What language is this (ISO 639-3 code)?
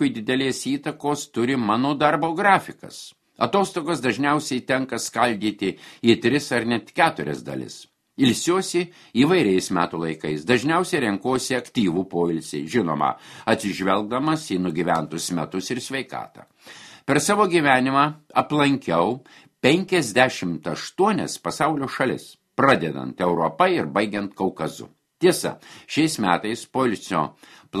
lit